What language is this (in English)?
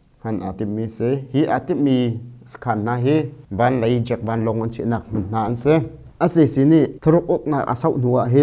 Hakha Chin